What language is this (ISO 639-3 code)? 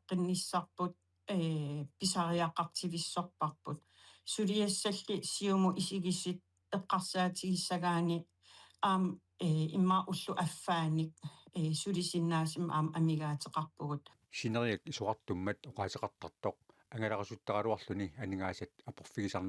kal